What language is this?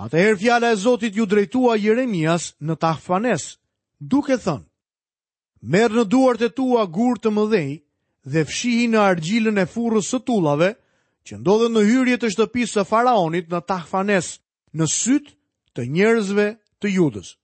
Albanian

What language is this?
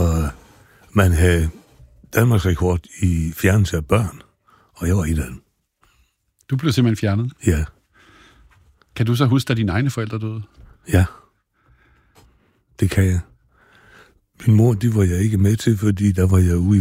Danish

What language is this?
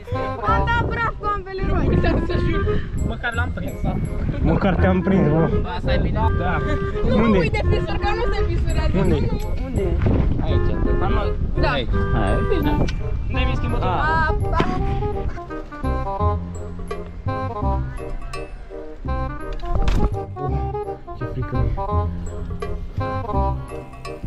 Romanian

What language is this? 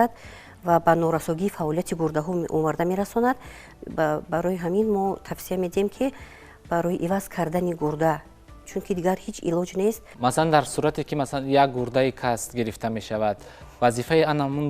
Tajik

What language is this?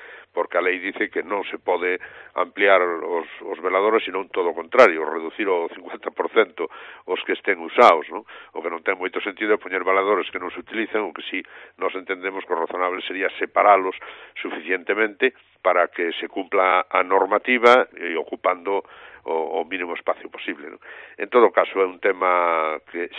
Galician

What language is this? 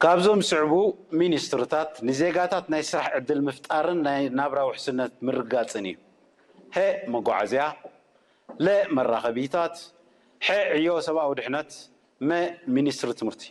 Tigrinya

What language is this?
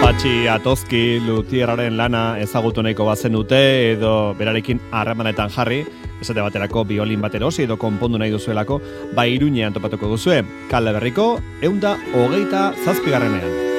Basque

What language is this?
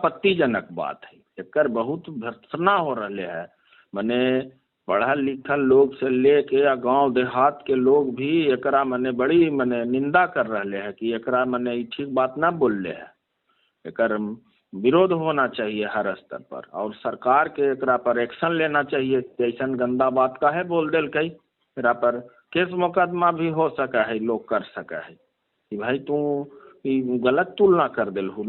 Magahi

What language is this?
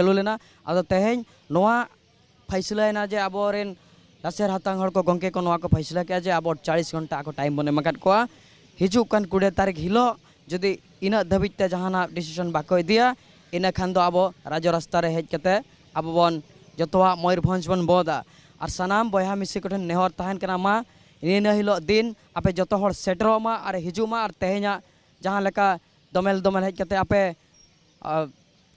Santali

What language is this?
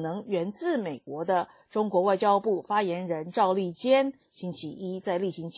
Chinese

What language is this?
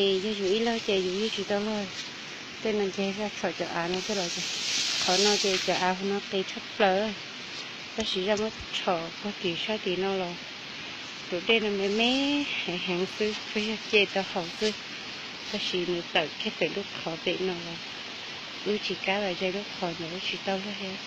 Hmong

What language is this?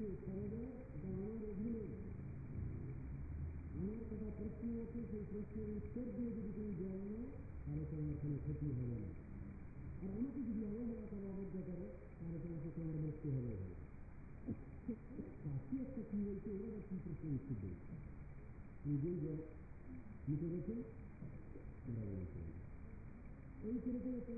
Bangla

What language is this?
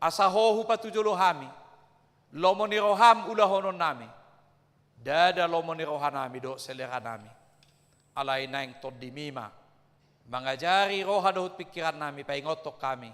Batak Toba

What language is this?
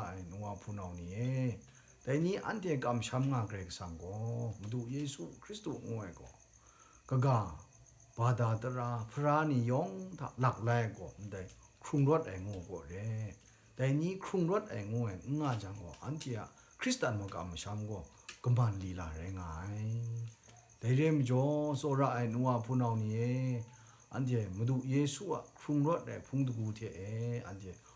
Kachin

